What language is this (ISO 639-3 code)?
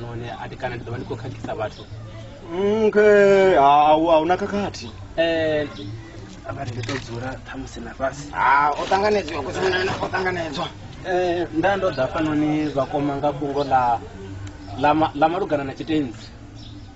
ven